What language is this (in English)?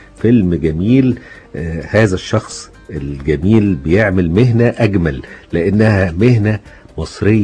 Egyptian Arabic